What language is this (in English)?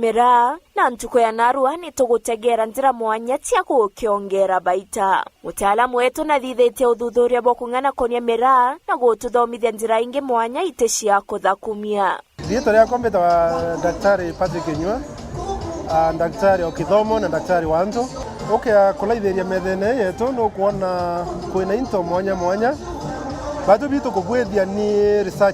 Meru